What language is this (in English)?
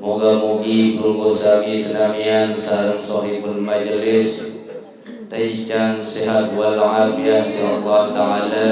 Sasak